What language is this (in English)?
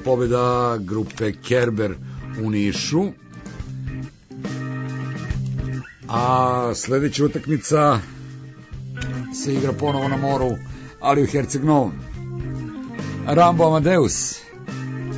Serbian